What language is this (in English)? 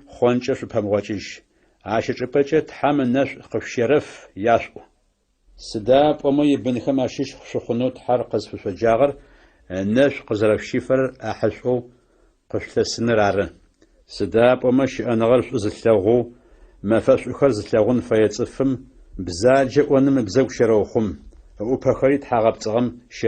Adyghe